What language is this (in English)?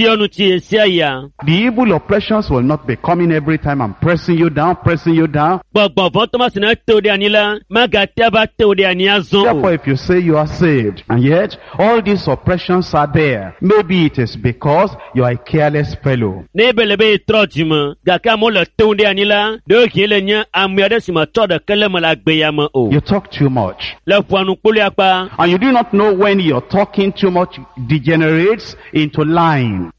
Ewe